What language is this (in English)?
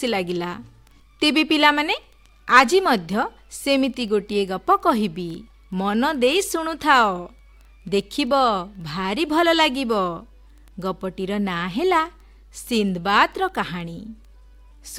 Odia